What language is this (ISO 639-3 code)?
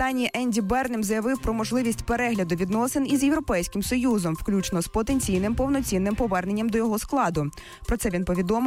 ukr